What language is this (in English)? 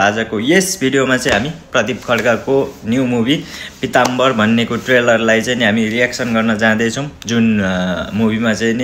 Nepali